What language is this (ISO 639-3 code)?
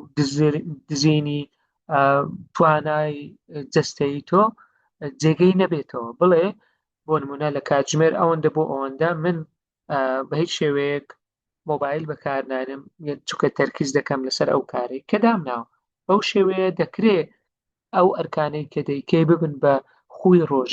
ckb